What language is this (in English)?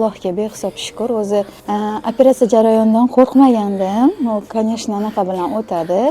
Uzbek